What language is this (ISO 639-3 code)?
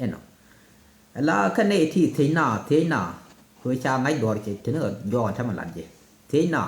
nus